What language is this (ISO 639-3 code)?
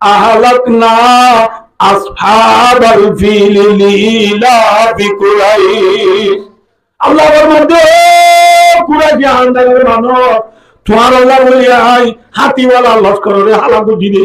rhg